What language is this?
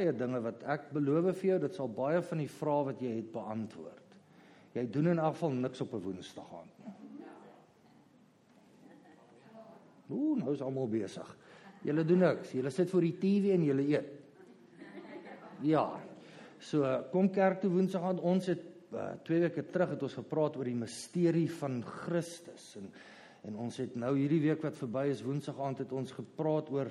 Afrikaans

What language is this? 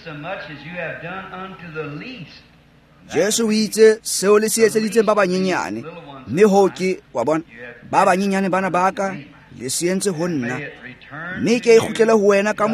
Tswana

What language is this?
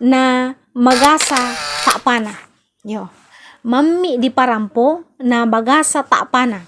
Toraja-Sa'dan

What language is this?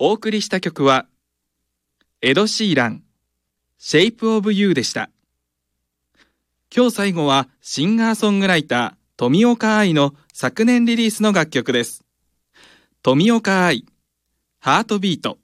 Japanese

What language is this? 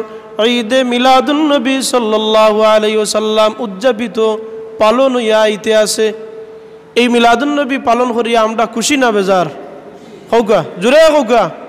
Sylheti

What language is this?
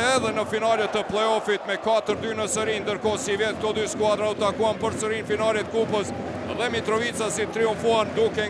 Albanian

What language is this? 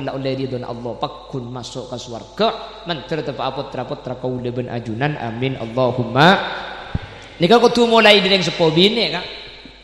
Madurese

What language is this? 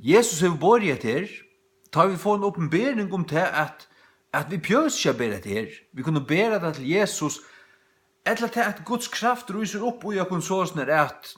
Faroese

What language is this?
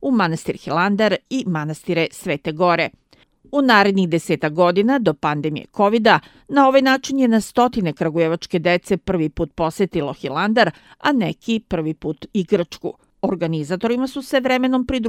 Serbian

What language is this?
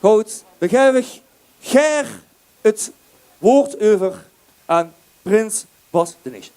Limburgish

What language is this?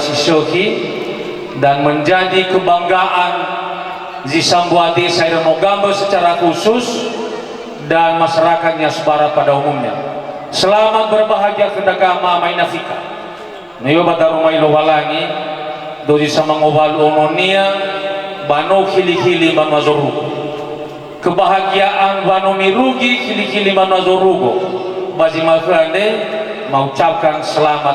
Nias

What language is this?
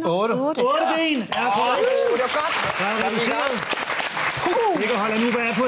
Danish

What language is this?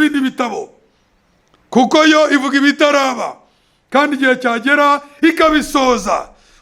Kinyarwanda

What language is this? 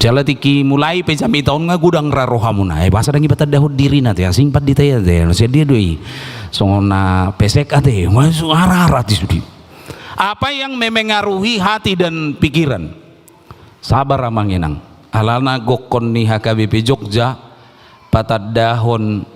Batak Toba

